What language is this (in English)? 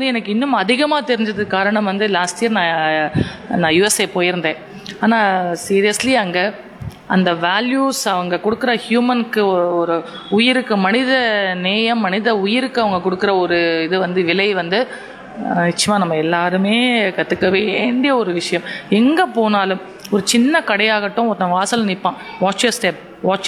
Tamil